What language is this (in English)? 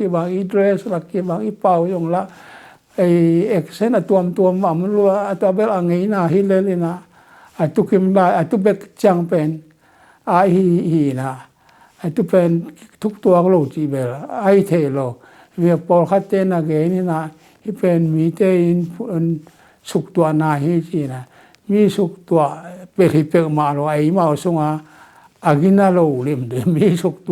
Tedim Chin